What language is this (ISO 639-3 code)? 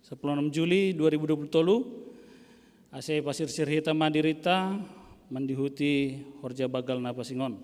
bts